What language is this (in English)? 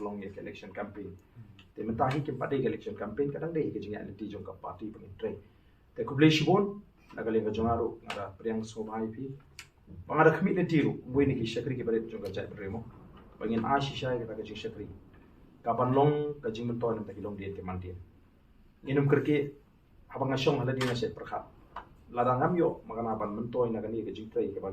Khasi